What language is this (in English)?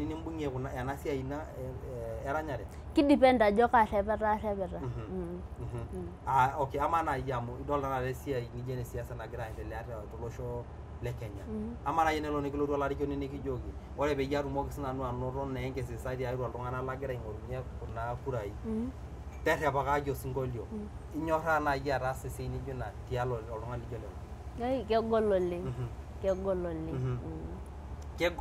Masai